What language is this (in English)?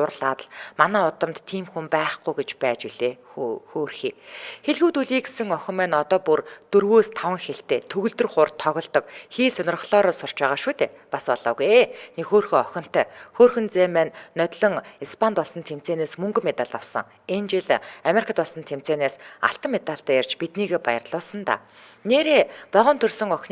Mongolian